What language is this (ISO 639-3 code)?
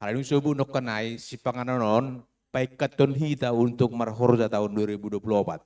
bts